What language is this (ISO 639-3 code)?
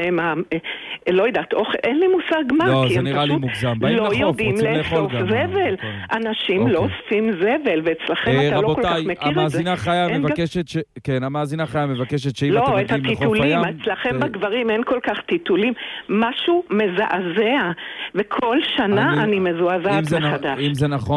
heb